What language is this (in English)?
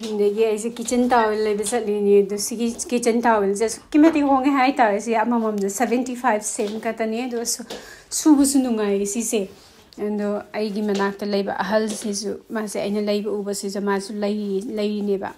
Manipuri